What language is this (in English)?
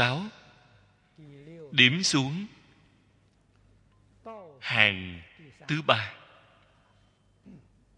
Vietnamese